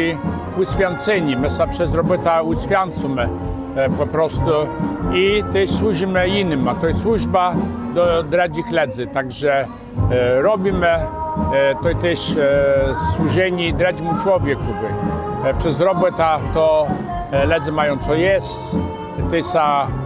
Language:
Kashubian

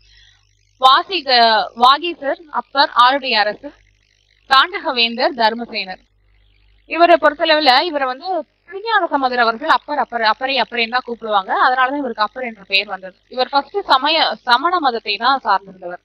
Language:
Tamil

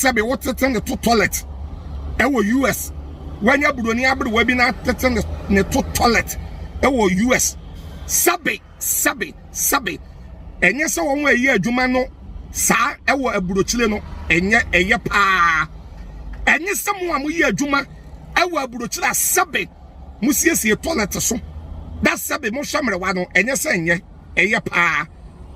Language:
Akan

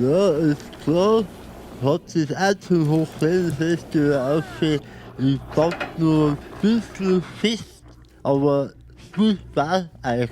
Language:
Bavarian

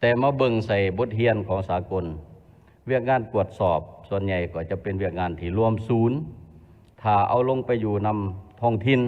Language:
Lao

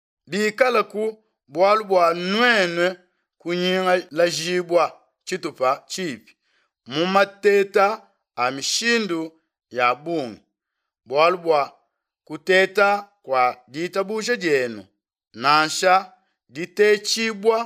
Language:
Luba-Lulua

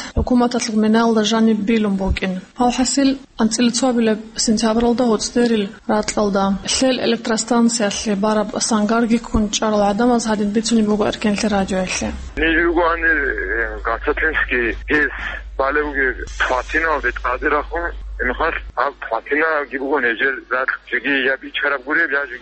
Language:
Avaric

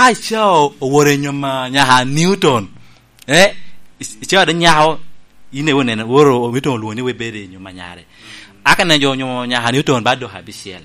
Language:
Lango (Uganda)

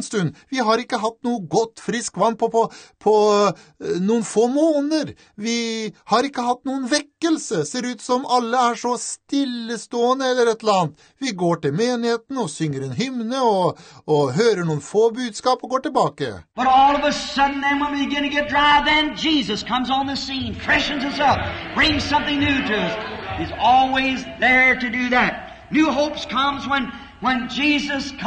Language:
Norwegian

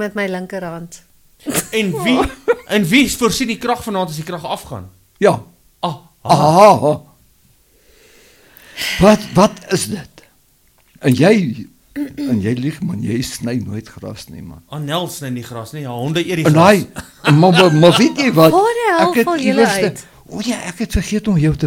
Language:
Afrikaans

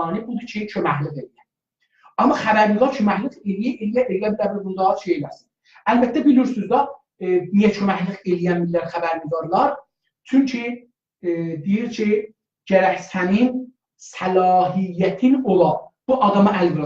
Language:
South Azerbaijani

